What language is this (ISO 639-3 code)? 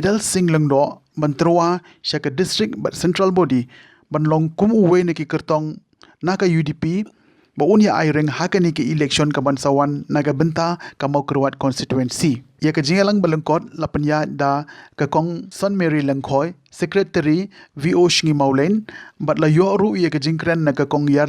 kha